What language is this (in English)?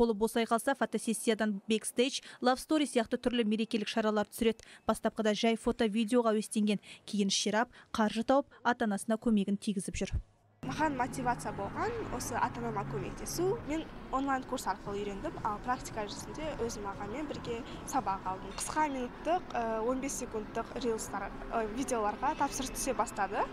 Kazakh